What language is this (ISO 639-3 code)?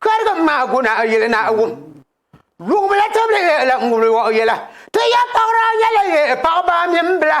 dag